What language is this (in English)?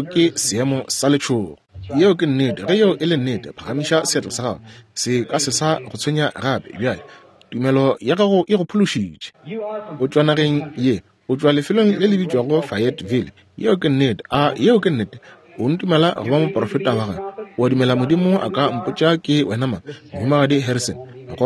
Northern Sotho